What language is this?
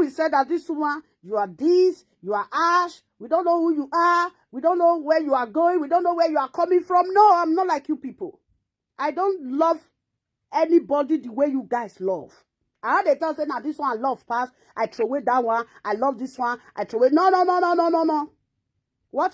Nigerian Pidgin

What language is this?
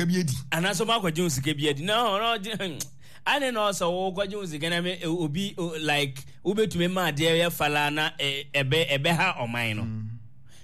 Akan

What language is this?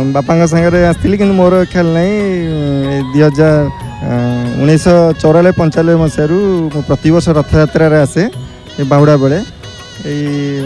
Odia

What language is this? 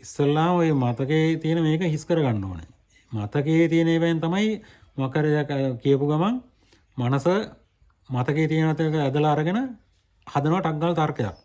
Sinhala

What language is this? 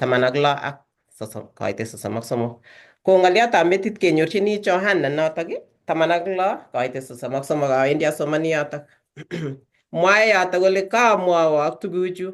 Kalenjin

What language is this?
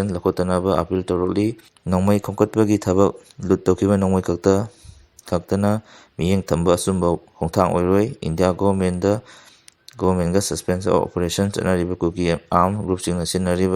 Manipuri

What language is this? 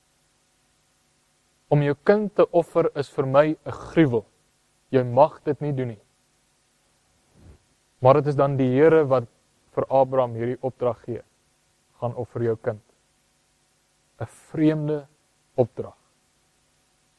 Afrikaans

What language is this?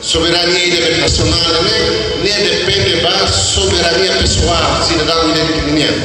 Tetum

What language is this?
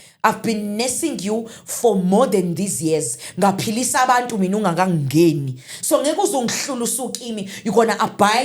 Zulu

